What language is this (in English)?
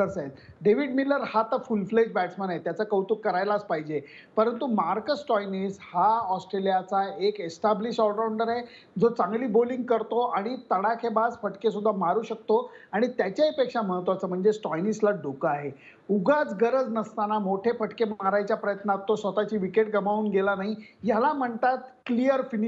Marathi